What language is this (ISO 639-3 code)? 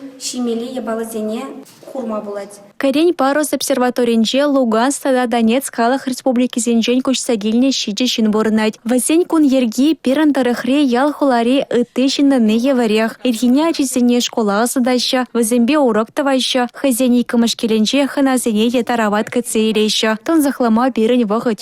chv